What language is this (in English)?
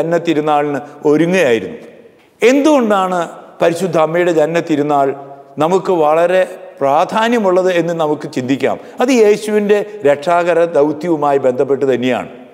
Malayalam